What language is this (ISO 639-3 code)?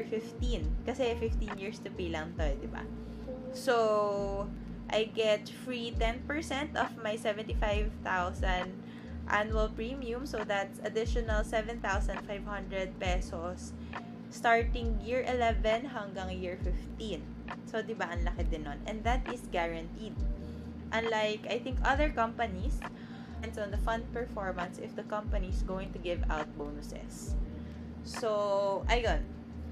fil